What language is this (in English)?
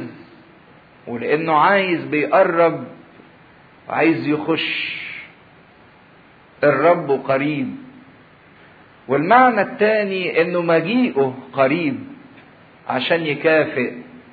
Egyptian Arabic